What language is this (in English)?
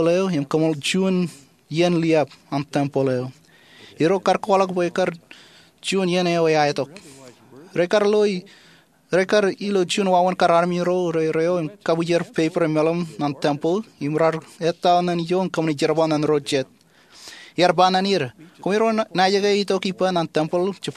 Marshallese